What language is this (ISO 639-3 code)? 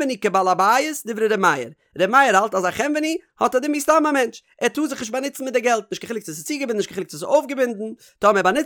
yid